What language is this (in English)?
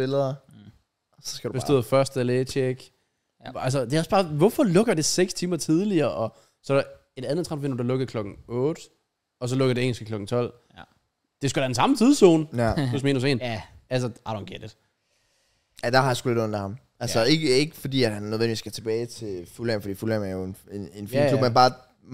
Danish